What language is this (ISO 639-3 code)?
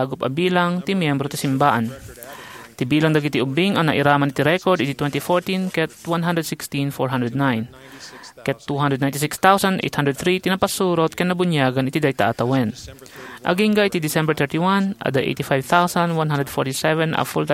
ilo